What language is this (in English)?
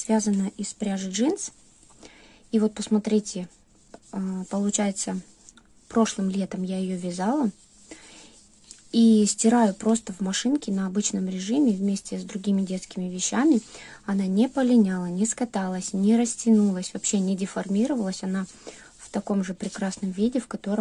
Russian